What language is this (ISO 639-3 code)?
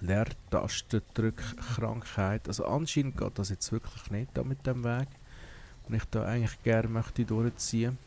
gsw